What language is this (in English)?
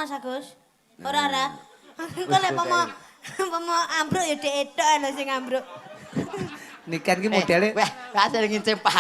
Javanese